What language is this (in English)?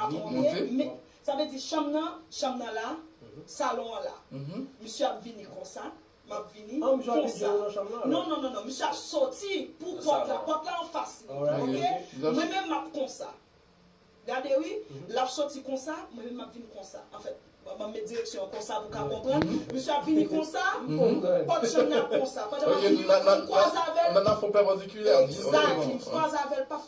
Haitian Creole